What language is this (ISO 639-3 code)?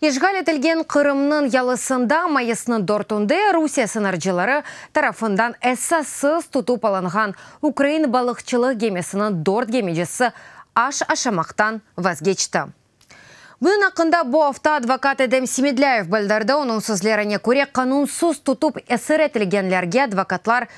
crh